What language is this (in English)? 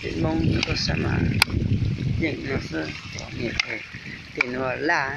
Hmong